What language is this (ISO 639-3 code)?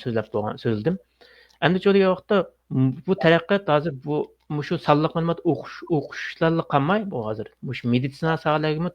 uig